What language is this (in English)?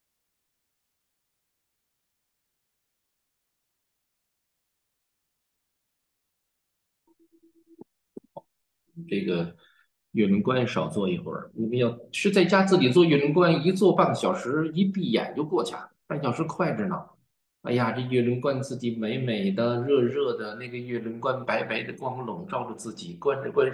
Chinese